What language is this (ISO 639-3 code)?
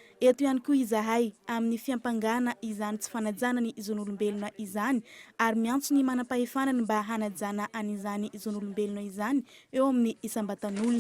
mlg